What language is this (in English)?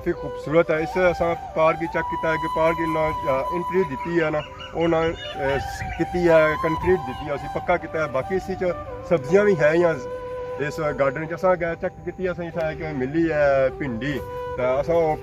Pahari-Potwari